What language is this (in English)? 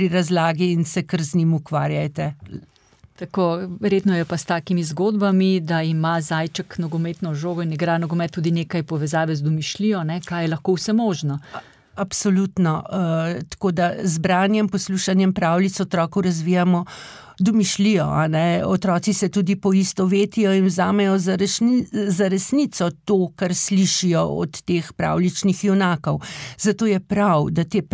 Slovenian